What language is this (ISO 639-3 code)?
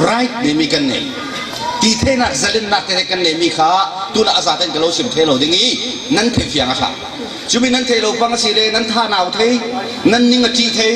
cfm